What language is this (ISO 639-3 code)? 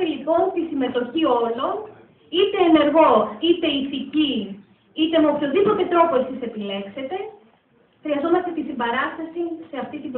ell